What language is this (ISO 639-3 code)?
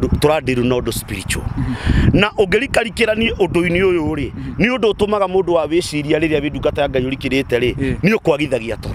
kik